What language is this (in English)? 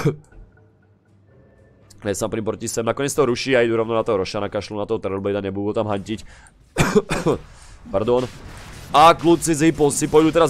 Slovak